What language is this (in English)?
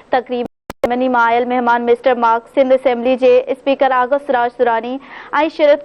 Sindhi